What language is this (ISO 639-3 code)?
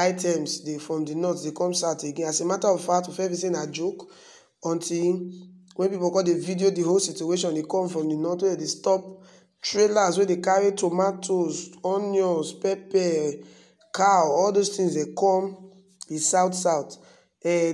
pcm